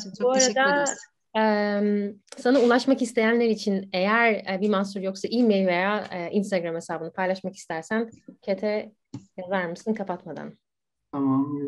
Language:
Turkish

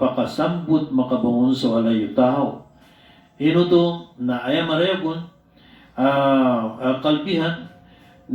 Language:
Maranao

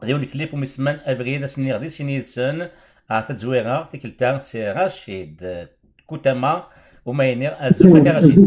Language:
Kabyle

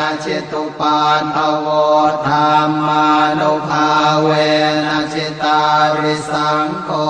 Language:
Pali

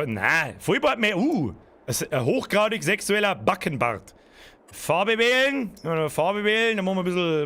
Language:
Bavarian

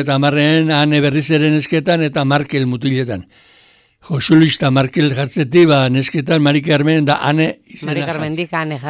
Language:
Basque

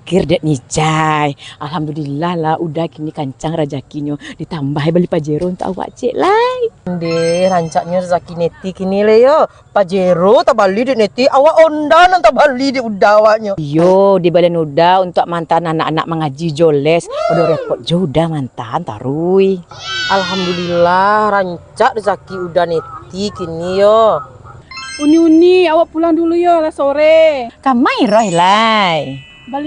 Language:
Minangkabau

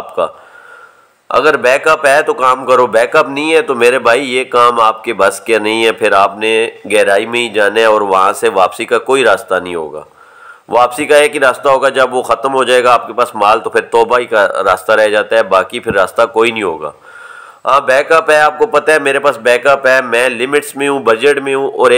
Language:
Hindi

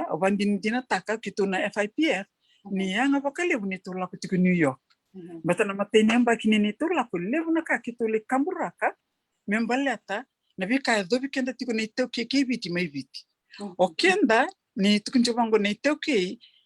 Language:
Fijian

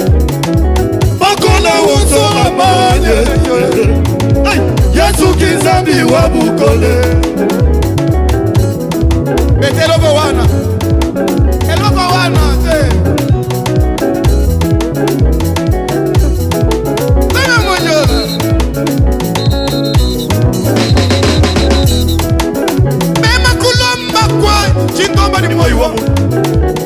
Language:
Swahili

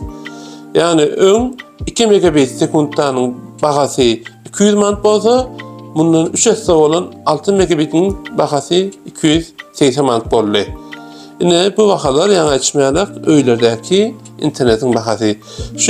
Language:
Turkmen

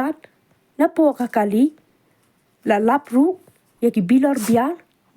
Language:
Khasi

